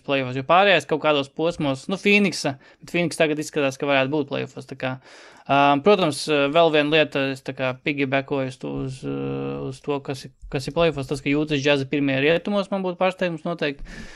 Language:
Latvian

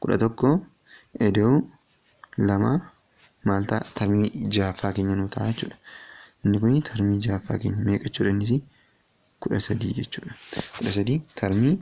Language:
Oromo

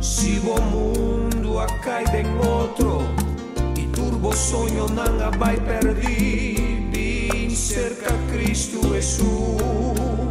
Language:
Papiamento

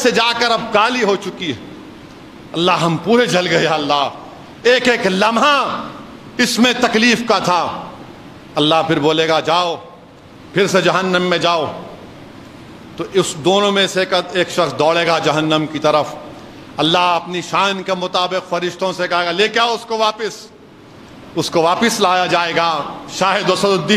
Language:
Urdu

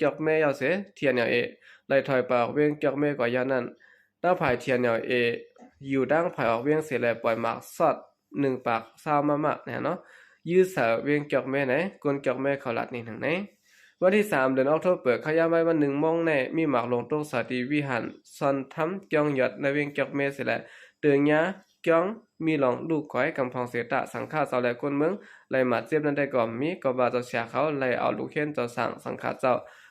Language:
Shan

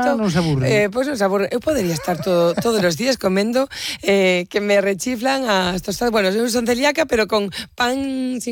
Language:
Galician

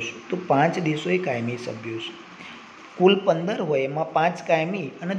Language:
Gujarati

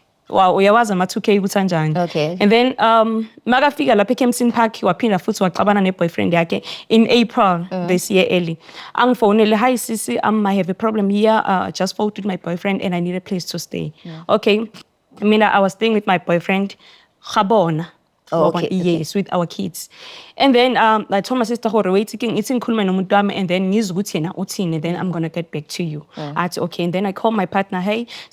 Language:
Zulu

